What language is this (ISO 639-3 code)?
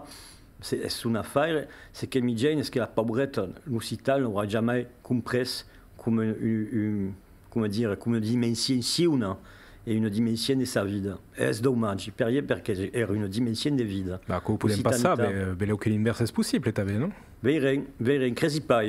oci